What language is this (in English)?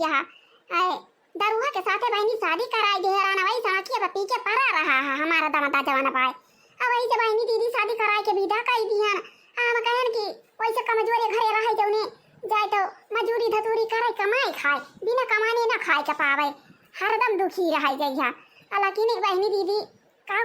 Awadhi